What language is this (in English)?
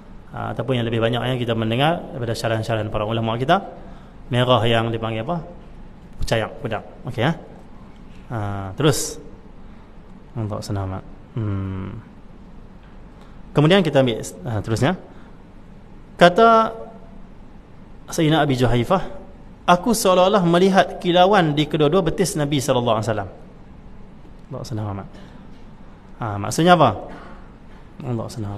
Malay